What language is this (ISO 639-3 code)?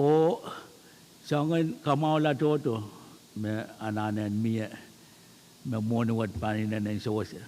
pon